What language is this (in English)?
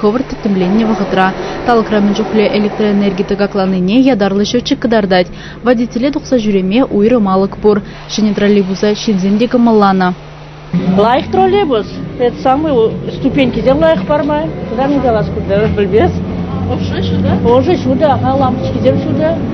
Chuvash